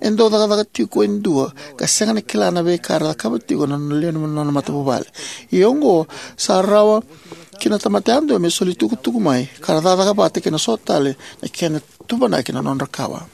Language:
Fijian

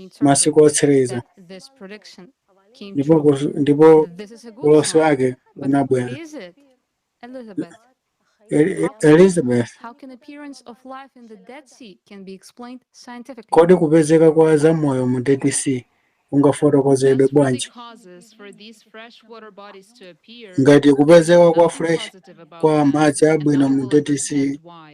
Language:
Nyanja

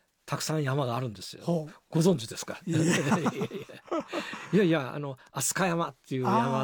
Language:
Japanese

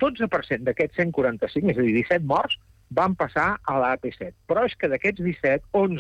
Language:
Catalan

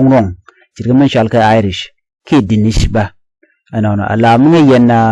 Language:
Nuer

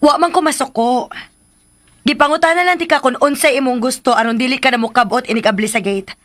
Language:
Cebuano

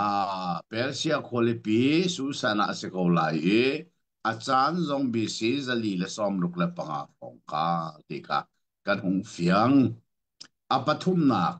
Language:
Hakha Chin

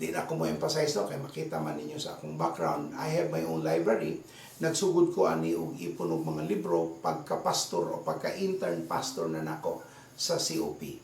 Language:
Cebuano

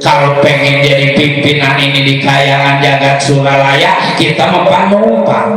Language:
Betawi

